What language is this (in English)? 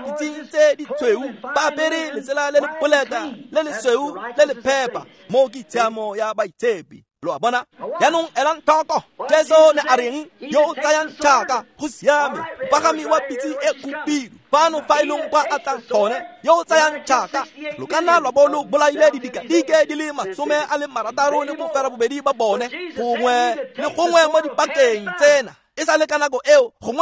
Tswana